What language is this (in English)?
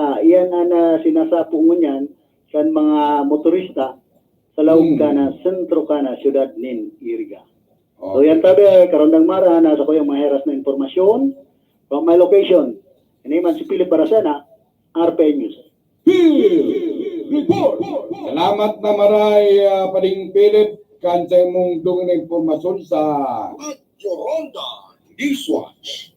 Bikol